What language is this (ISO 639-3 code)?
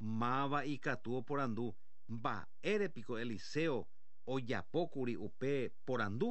grn